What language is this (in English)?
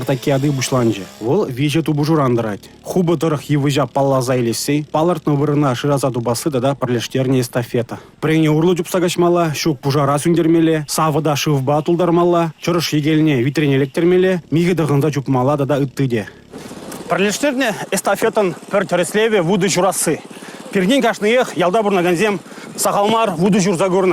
Chuvash